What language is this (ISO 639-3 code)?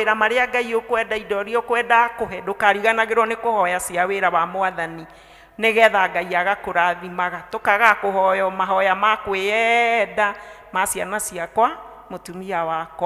kik